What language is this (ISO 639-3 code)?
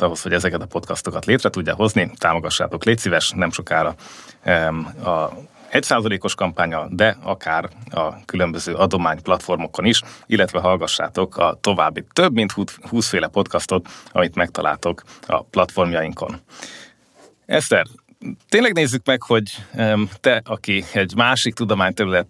hun